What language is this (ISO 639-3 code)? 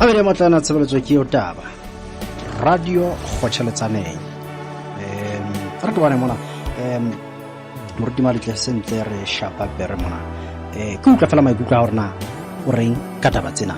sot